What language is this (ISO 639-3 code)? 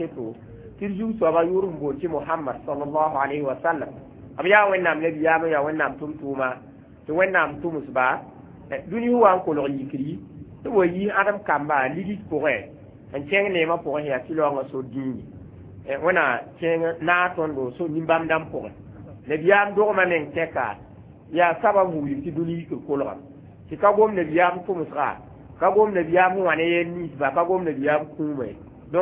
mos